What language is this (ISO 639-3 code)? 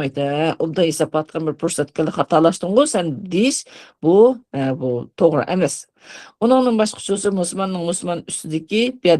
uig